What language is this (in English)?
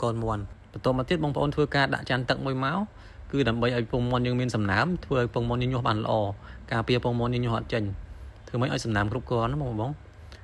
Khmer